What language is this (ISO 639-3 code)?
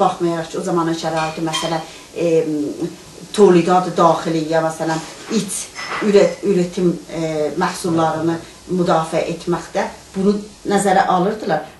azb